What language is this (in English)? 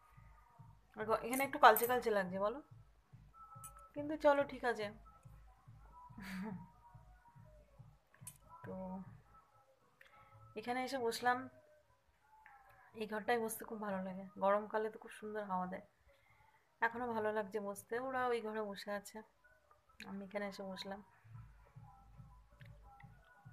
Bangla